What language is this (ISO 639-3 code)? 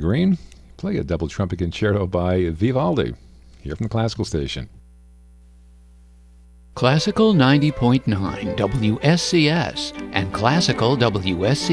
eng